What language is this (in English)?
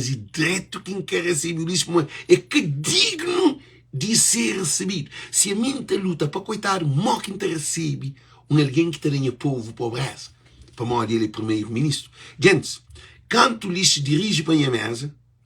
Kabuverdianu